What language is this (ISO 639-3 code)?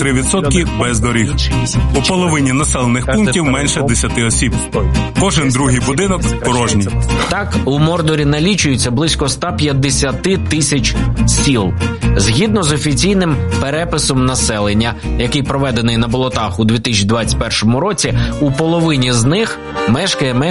ukr